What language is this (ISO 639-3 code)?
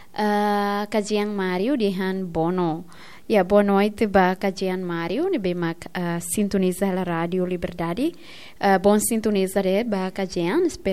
tet